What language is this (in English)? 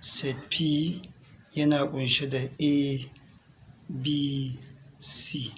Hausa